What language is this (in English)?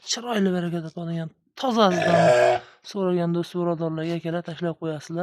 Uzbek